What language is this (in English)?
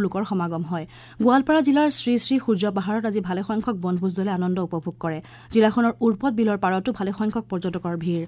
Assamese